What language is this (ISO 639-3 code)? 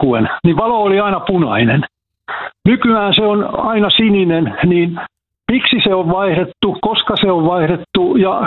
fin